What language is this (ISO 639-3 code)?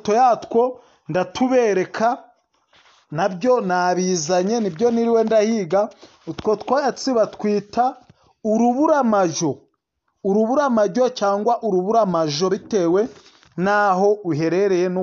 kin